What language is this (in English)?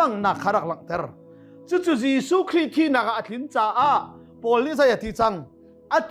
Hakha Chin